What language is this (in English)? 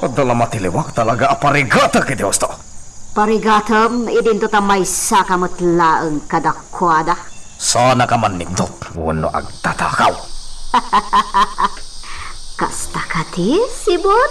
Iloko